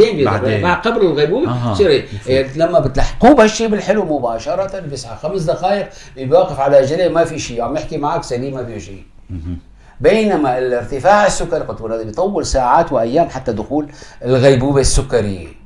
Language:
North Levantine Arabic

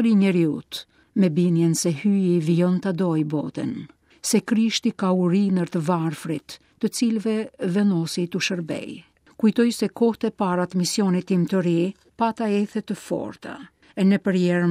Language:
Albanian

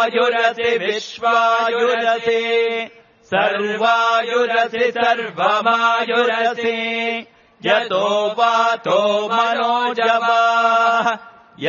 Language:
Sanskrit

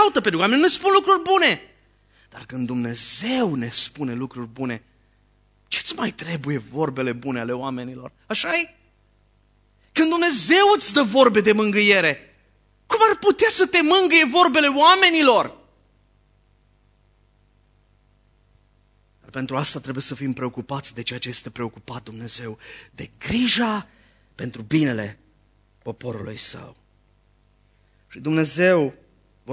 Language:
Romanian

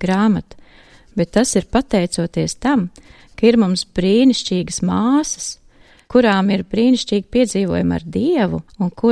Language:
Latvian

